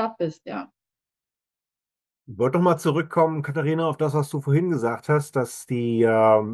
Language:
German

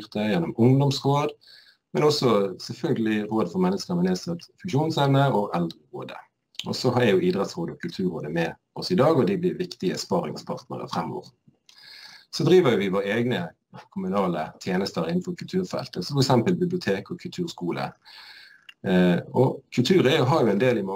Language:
Norwegian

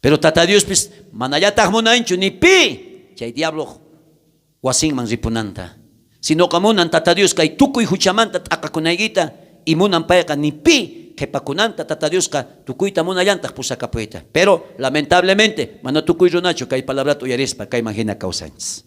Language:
South Bolivian Quechua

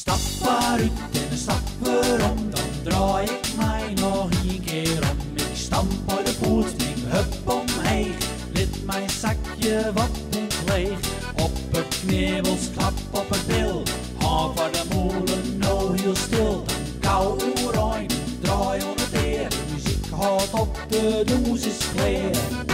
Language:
Western Frisian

